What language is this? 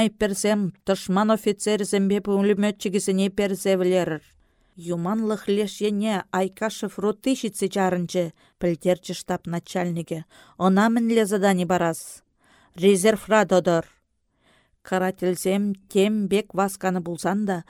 Chuvash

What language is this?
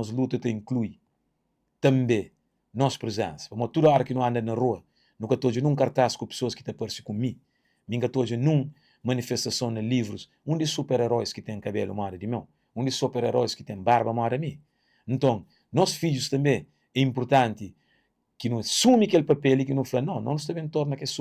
Kabuverdianu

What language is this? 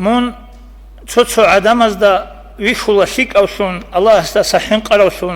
Avaric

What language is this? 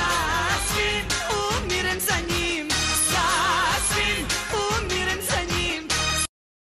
Croatian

